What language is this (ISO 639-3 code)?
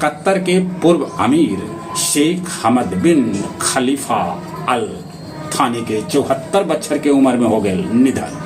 mag